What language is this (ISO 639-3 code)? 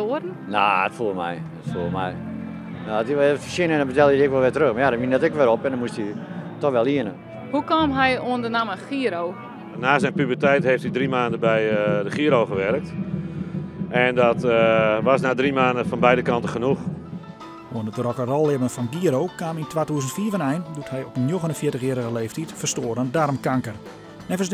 fry